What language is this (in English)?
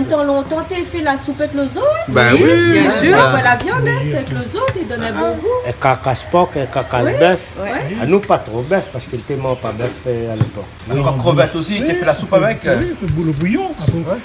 Réunion Creole French